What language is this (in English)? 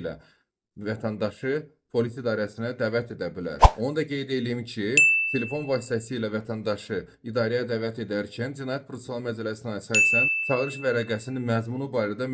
Azerbaijani